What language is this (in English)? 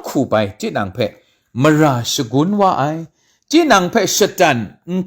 Kachin